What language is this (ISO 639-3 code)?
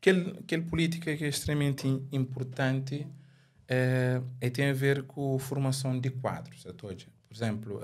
kea